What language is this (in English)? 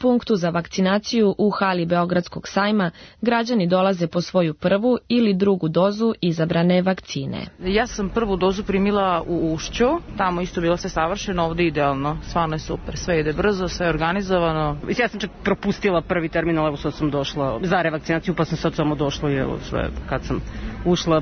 Serbian